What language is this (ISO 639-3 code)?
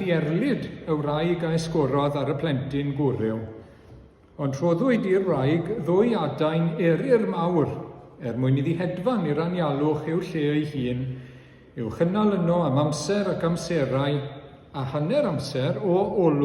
cym